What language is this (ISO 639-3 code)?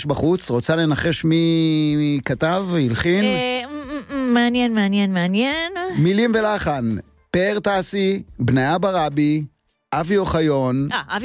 heb